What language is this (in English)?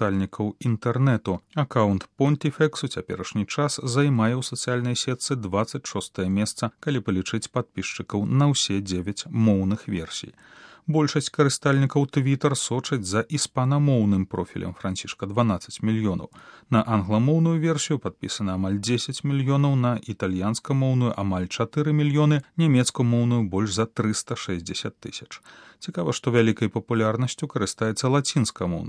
Belarusian